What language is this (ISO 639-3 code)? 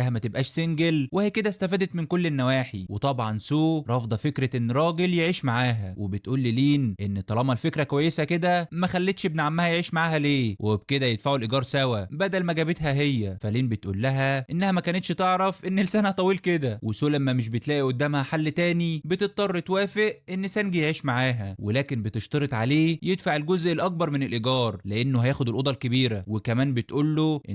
arz